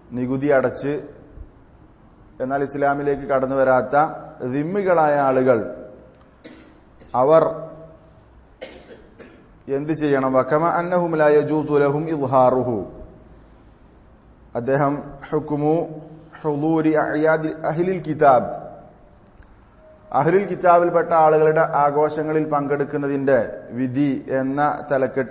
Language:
Malayalam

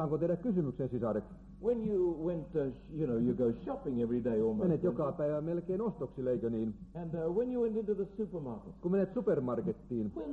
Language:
Finnish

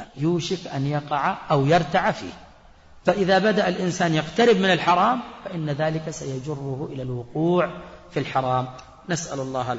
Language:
Arabic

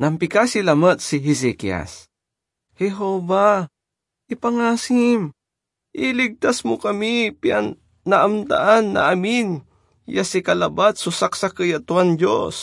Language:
Pangasinan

